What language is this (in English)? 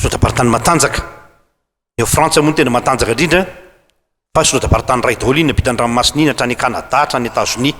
Malagasy